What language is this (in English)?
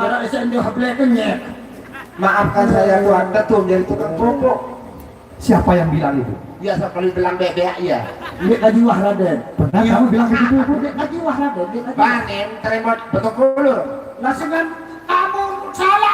Sasak